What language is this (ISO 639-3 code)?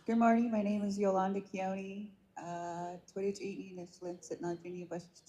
nav